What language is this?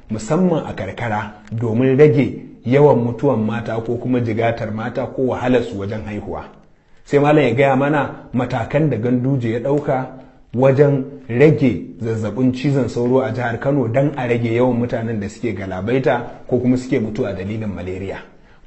Hausa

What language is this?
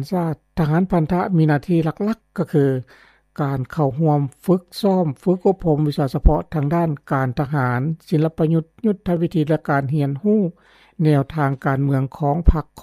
Lao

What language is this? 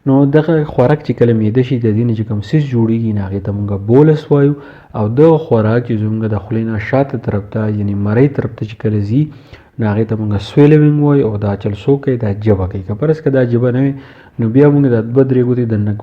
Pashto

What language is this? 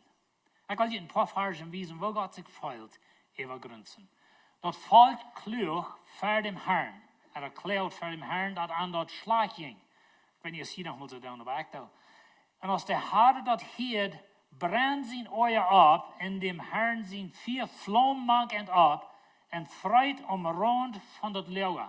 Plautdietsch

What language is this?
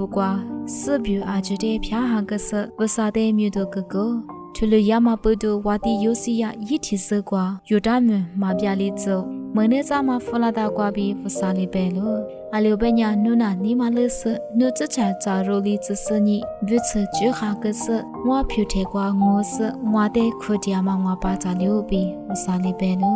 Lisu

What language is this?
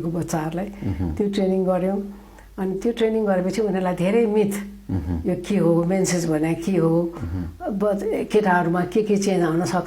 Nepali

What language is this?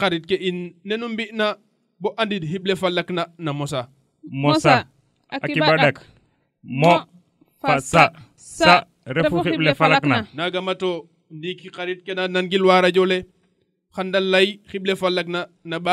Serer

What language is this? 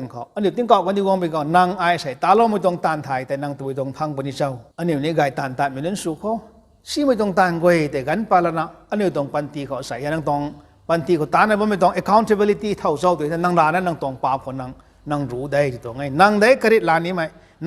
Rongmei Naga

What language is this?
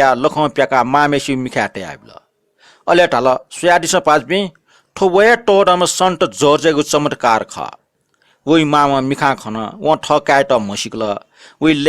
Newari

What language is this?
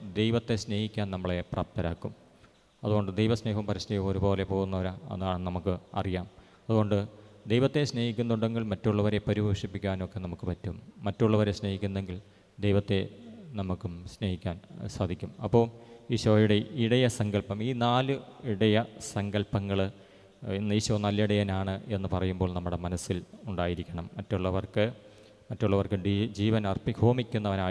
Malayalam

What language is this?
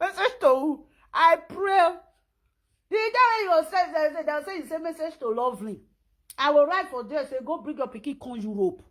Nigerian Pidgin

